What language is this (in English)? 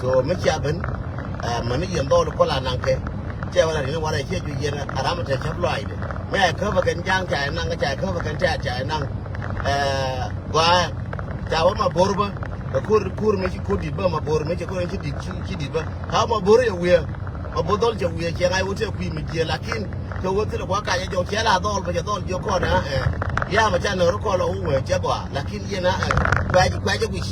Nuer